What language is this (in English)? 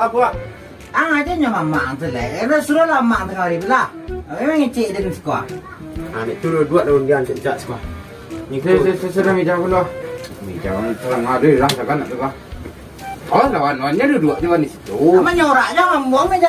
Minangkabau